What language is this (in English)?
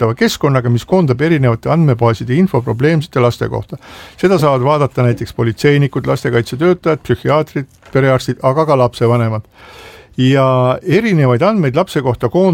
Estonian